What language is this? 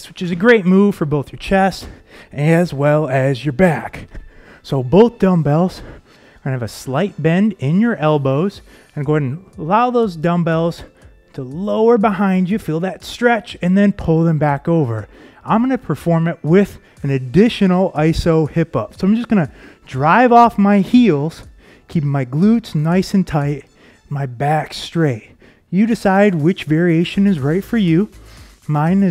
English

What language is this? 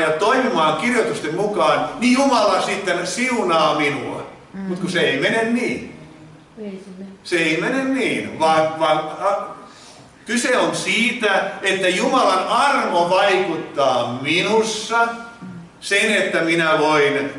Finnish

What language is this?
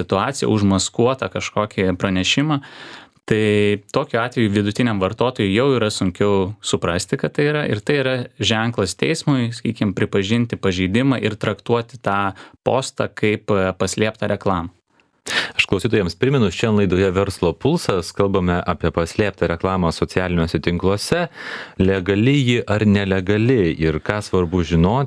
Lithuanian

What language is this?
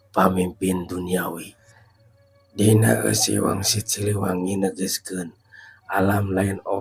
Sundanese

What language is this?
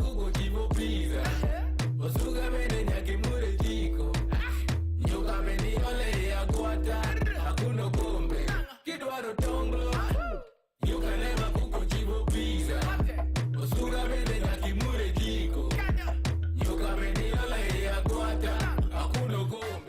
Luo (Kenya and Tanzania)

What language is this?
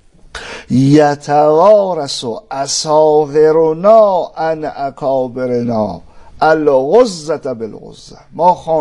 Persian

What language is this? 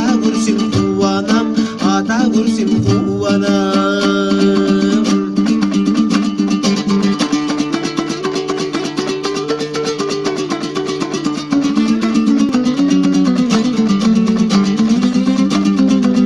Kazakh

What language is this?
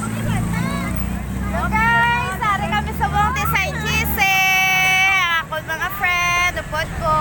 Hiligaynon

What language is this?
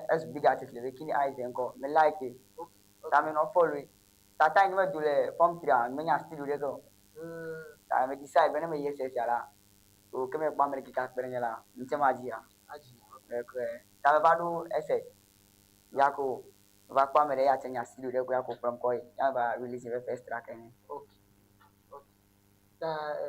Ewe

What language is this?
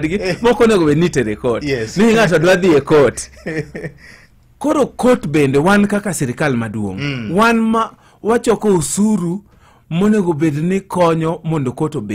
Luo (Kenya and Tanzania)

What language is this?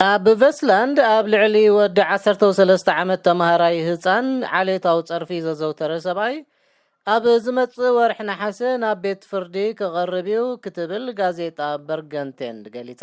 Tigrinya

